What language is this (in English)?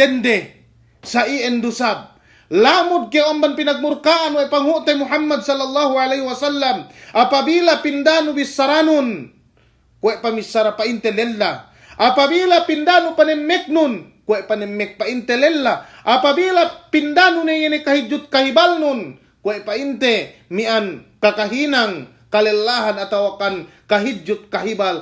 Yakan